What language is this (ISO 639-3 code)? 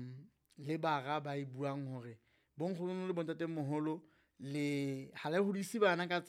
sot